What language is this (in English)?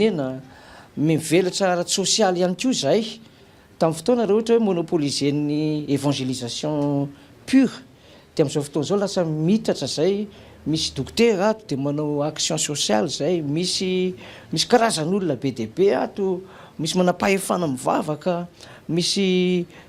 Malagasy